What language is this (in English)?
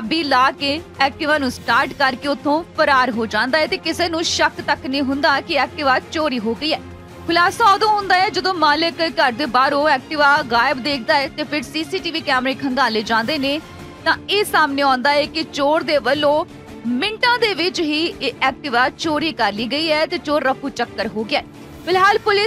Punjabi